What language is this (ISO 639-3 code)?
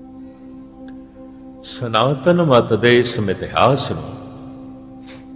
pan